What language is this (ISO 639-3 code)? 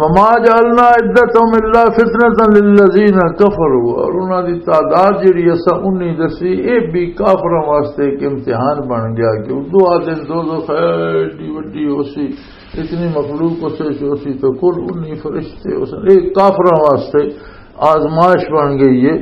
lah